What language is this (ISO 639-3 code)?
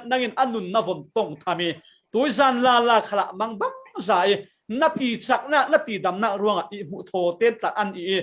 cfm